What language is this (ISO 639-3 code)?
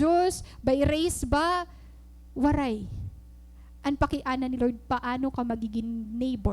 war